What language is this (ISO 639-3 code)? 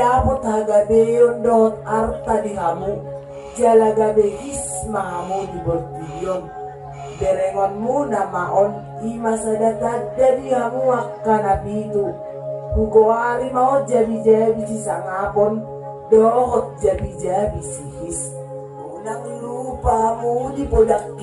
bbc